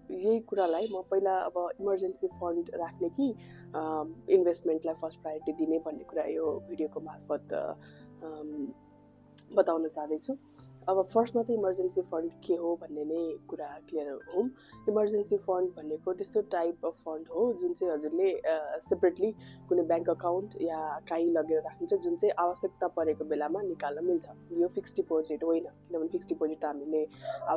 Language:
Nepali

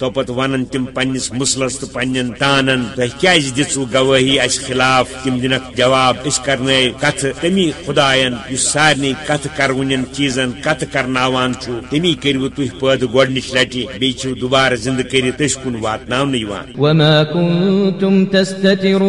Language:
Kashmiri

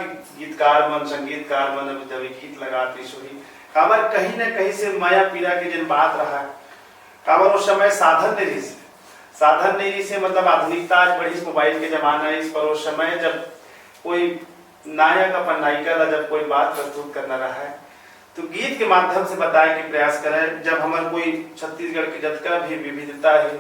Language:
Chhattisgarhi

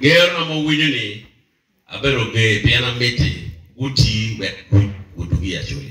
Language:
Acoli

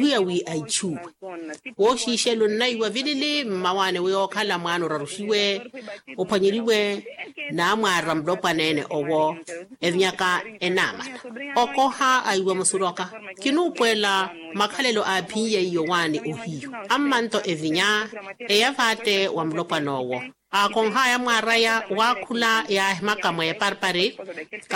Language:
Makhuwa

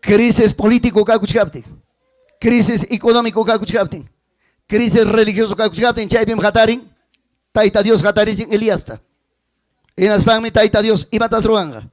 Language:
Ayacucho Quechua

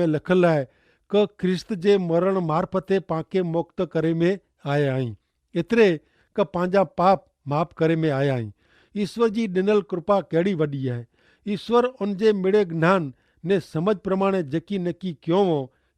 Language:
Kachhi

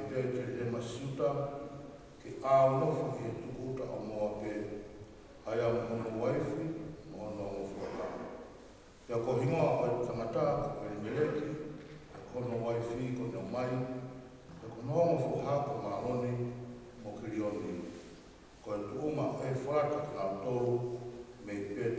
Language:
Tongan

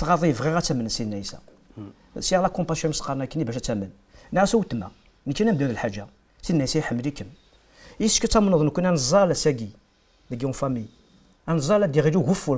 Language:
Kabyle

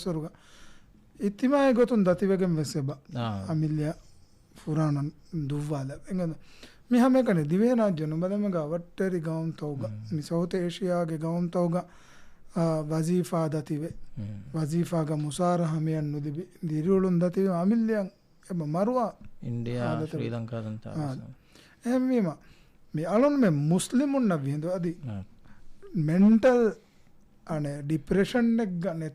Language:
Divehi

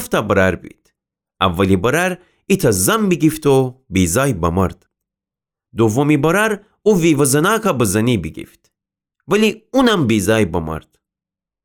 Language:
Gilaki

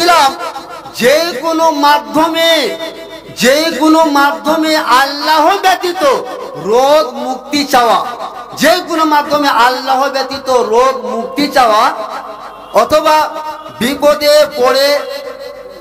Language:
Bangla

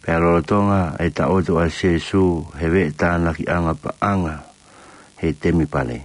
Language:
Tongan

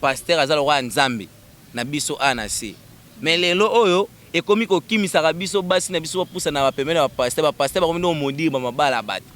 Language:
Lingala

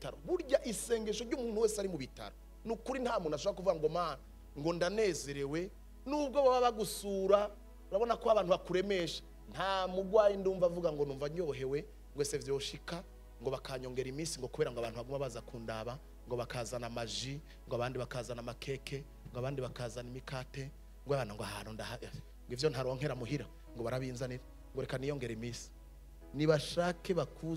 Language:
Rundi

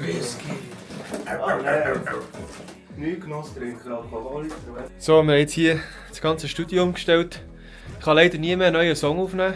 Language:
Swiss German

